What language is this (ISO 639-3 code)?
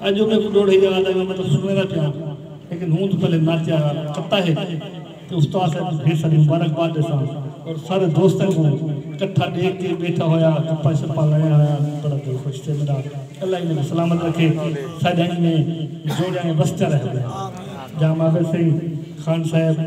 skr